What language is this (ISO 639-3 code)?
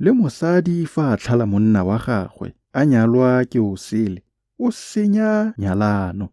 tsn